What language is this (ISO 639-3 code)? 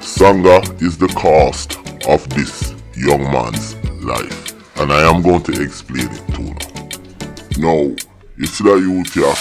jam